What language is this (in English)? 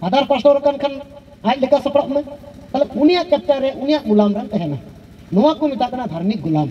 Santali